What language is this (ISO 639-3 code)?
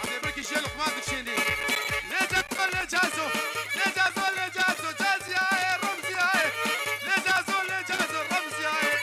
kur